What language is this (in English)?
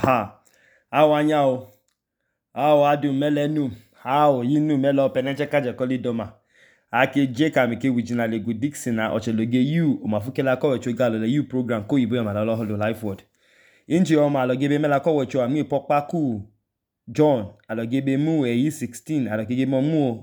Idoma